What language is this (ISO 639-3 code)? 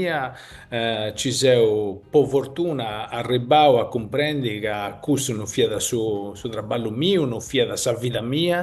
srd